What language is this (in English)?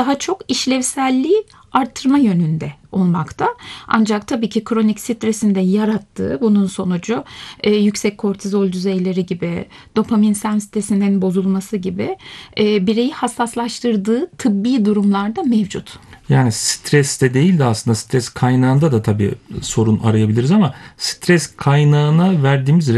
Turkish